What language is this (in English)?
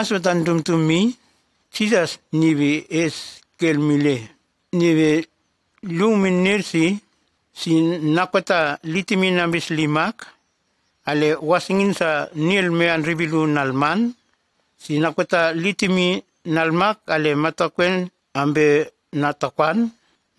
Nume